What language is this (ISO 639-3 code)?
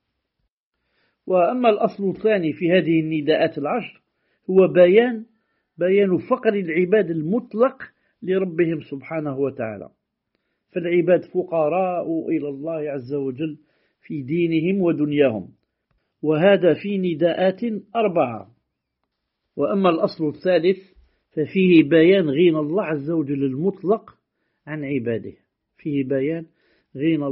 ara